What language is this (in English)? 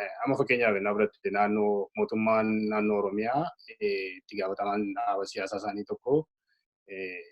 Oromo